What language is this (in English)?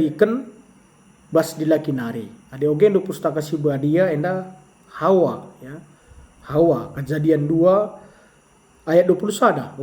Batak Karo